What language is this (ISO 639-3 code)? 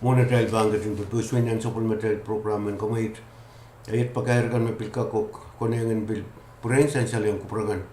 pon